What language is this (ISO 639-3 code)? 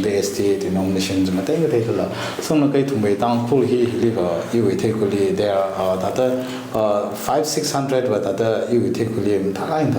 nmf